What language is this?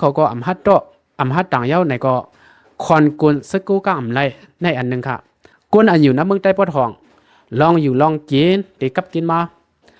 Shan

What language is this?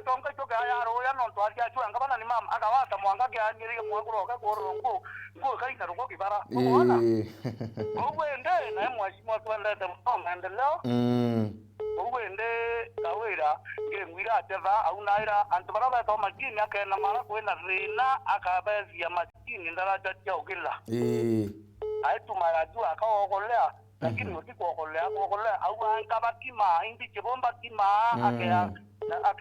Meru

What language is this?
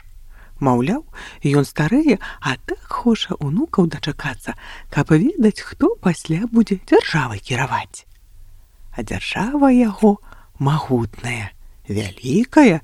Belarusian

